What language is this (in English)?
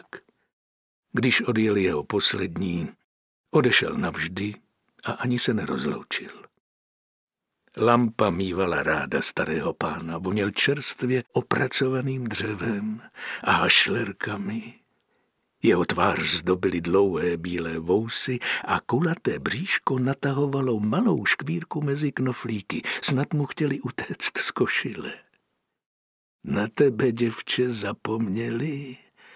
Czech